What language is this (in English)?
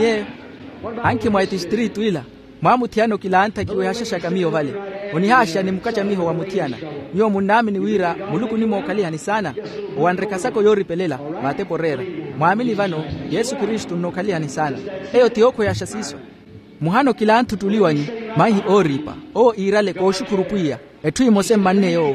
Makhuwa